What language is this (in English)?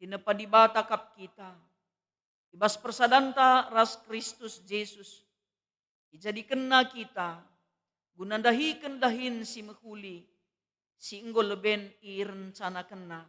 Batak Karo